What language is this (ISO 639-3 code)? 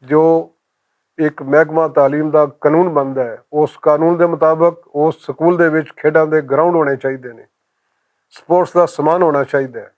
lah